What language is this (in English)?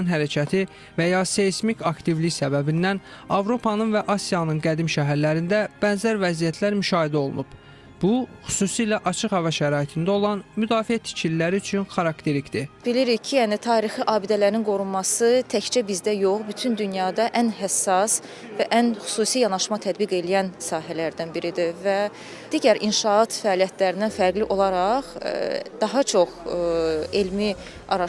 Azerbaijani